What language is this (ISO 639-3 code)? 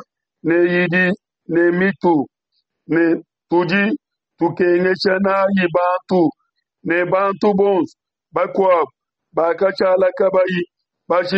lua